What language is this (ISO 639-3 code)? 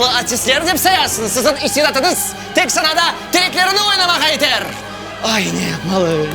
crh